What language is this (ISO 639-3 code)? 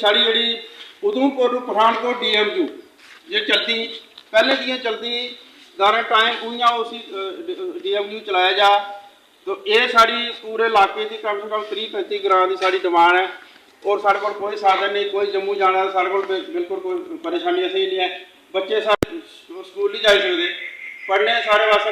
doi